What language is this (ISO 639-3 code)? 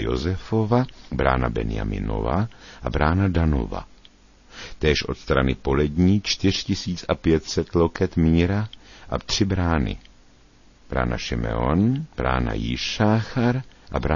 ces